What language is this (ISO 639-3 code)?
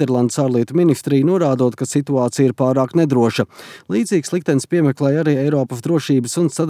lav